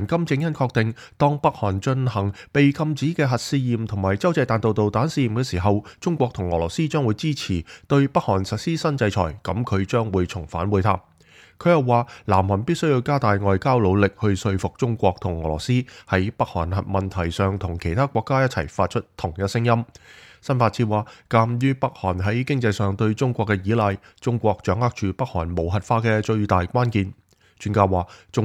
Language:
Cantonese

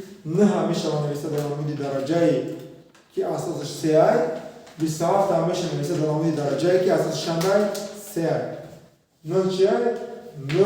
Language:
Tajik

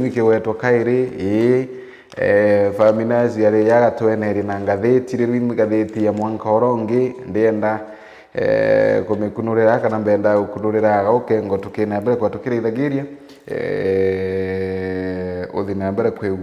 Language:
Meru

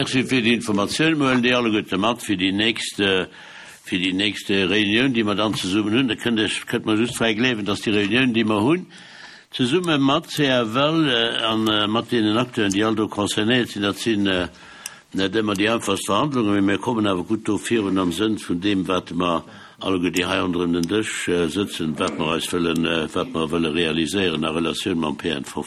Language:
Luxembourgish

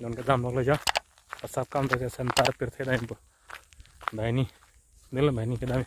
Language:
Karbi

